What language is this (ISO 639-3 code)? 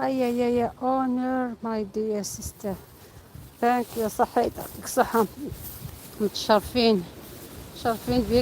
arq